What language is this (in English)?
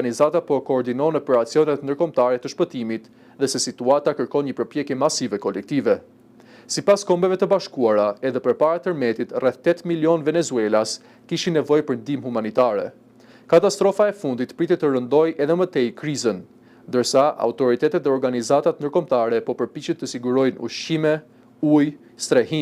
Albanian